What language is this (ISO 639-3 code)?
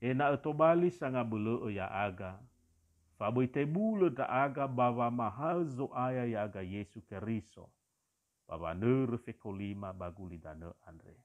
nia